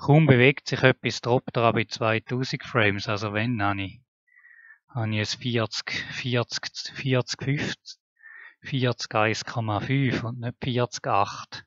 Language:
Swiss German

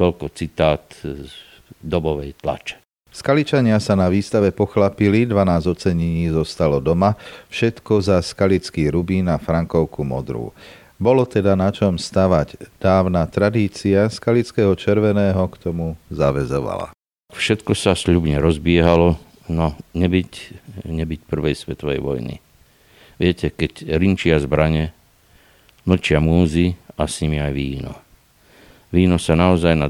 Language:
Slovak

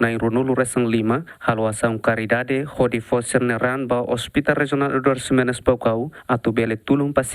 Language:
Tetum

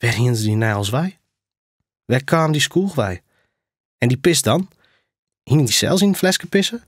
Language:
Western Frisian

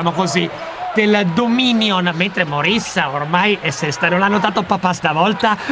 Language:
Italian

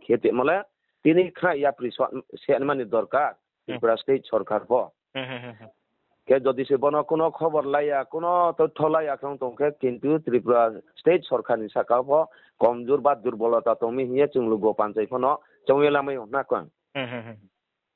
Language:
Riang (India)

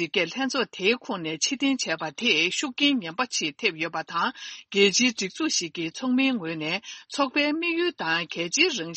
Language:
Tibetan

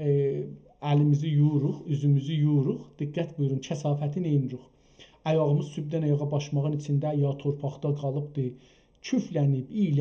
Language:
South Azerbaijani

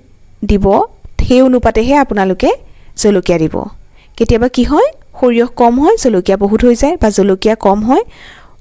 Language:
Assamese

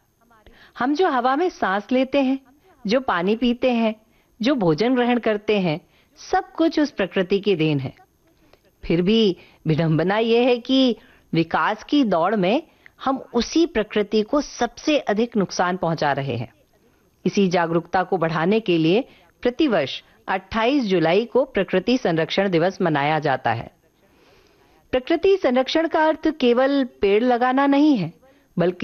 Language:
Hindi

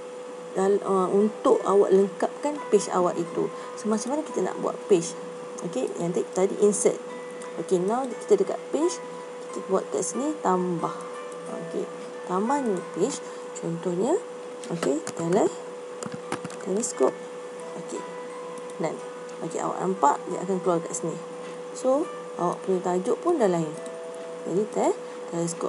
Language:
Malay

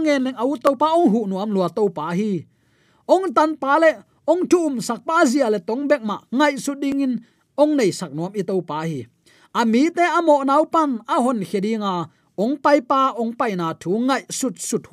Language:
Tedim Chin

